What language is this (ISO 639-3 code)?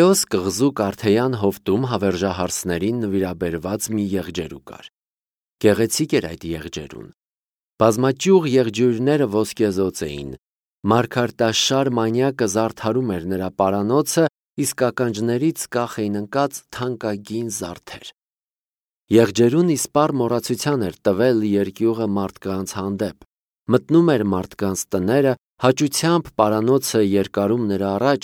hye